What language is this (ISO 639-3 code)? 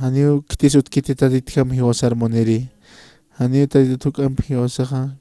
aym